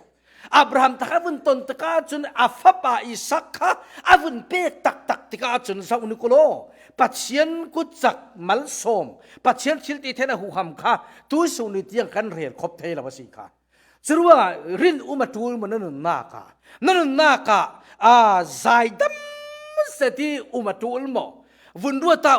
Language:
Falam Chin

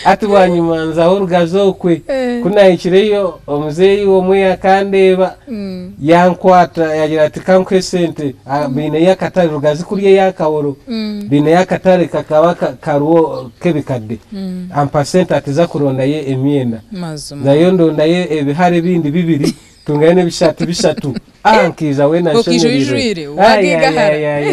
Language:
Nyankole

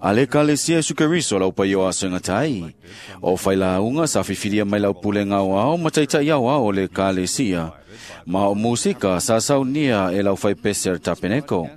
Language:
Samoan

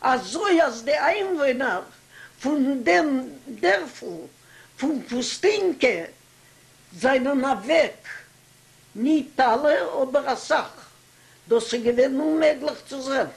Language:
Yiddish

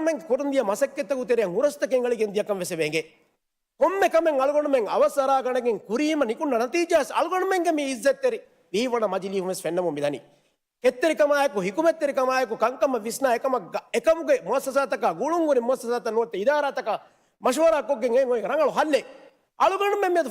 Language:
Divehi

